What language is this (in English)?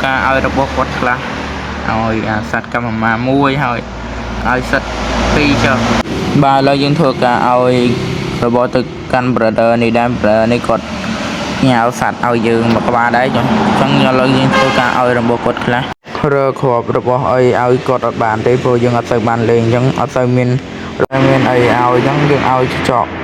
Khmer